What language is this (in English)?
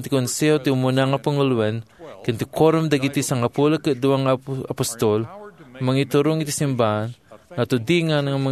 Iloko